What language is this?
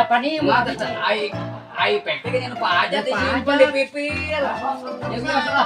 Sundanese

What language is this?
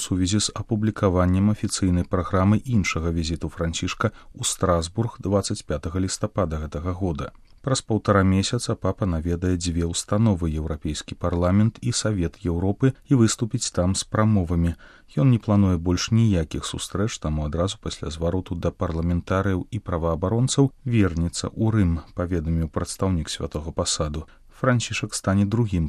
Belarusian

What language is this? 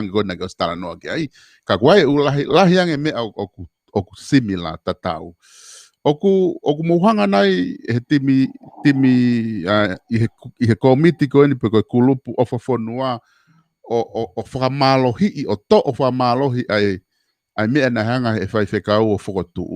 Tongan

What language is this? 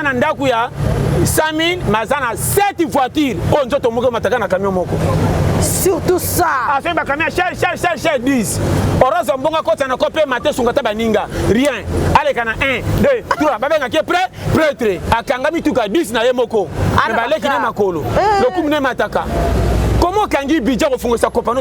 Lingala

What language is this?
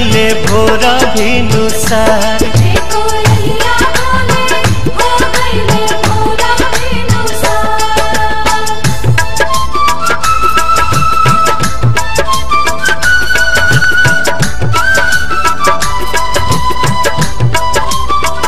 Bhojpuri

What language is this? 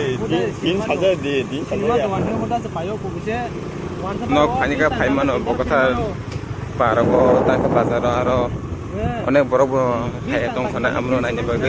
Kok Borok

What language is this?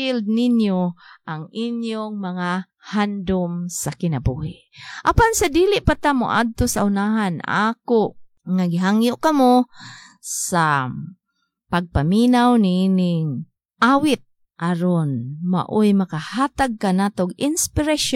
Cebuano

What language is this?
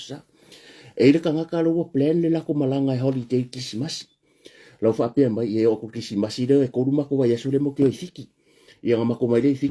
Samoan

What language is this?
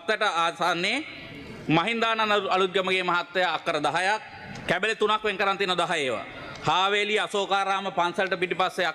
Sinhala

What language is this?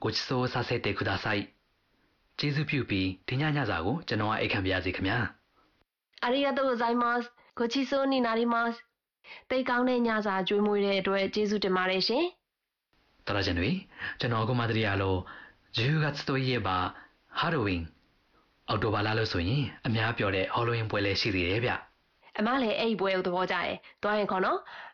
Burmese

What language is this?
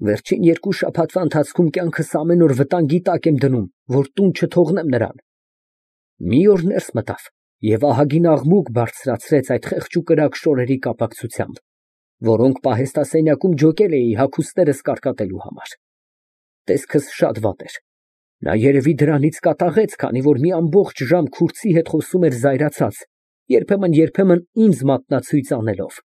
Armenian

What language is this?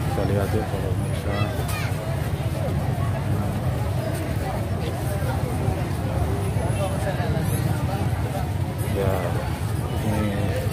Indonesian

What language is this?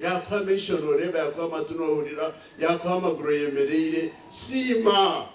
Nyankole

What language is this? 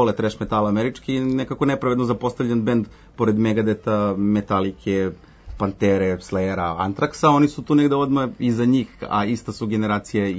Serbian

